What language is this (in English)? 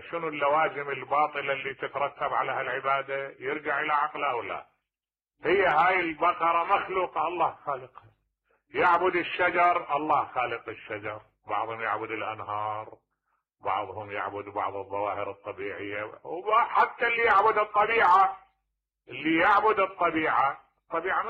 Mesopotamian Arabic